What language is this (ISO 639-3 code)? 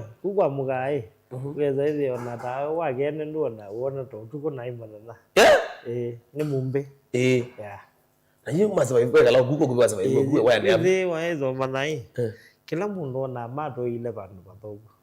kam